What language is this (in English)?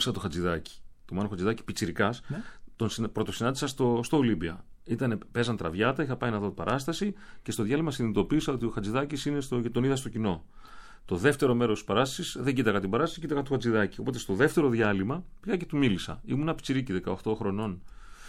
Greek